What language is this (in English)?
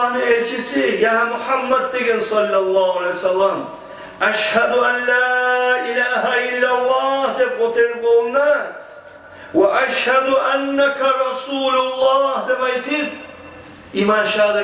Kumyk